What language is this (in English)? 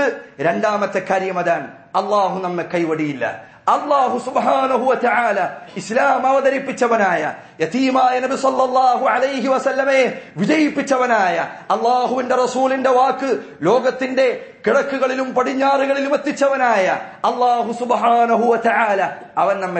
Malayalam